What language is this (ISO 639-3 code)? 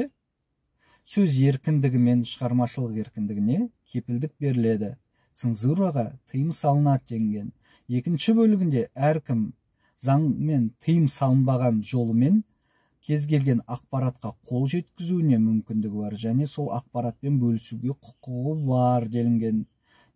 kaz